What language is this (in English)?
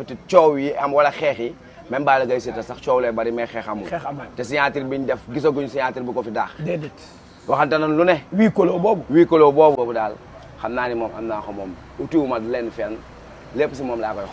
Wolof